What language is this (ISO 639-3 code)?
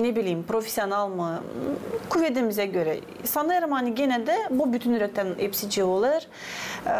gag